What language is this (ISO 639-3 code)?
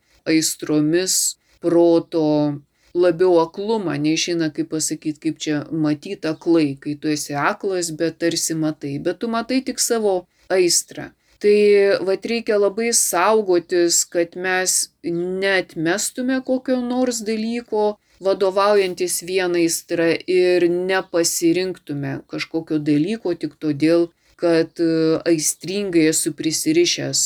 lit